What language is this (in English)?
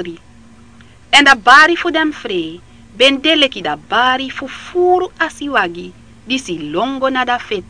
Sranan Tongo